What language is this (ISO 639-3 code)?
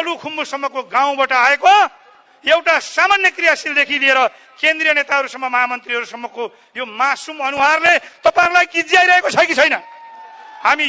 nep